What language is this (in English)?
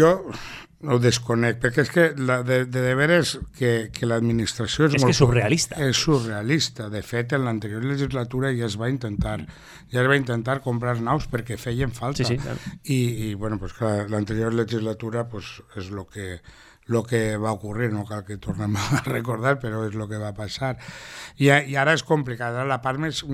Catalan